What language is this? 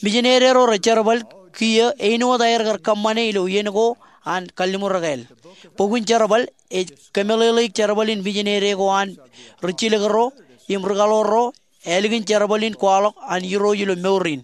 Marshallese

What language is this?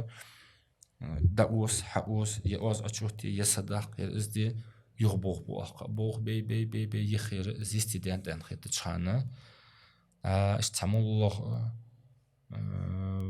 Ingush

